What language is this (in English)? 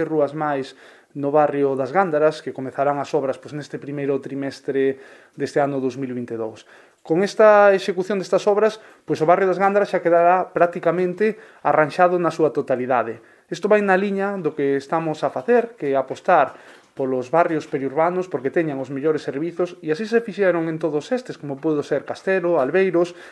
Galician